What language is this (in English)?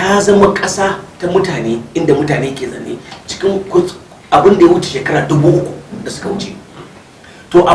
Hausa